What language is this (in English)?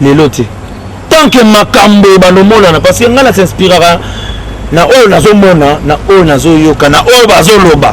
Lingala